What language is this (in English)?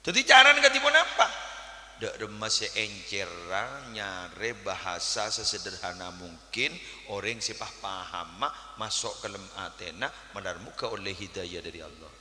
Madurese